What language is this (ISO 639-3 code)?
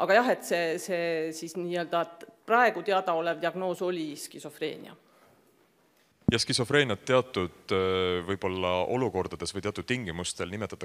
est